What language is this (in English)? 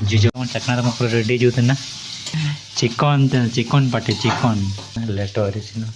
Santali